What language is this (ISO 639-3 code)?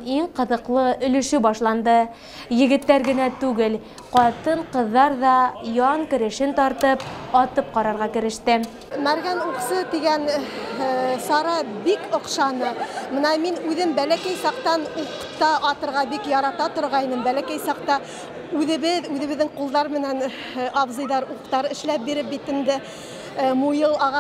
bak